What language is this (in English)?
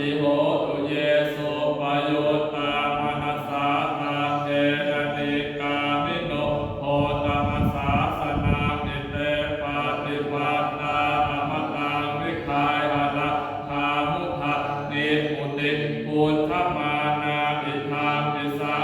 Pali